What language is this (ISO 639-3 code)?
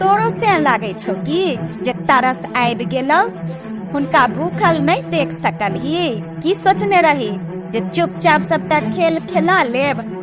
mai